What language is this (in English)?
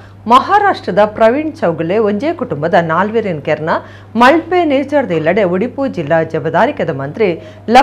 Tulu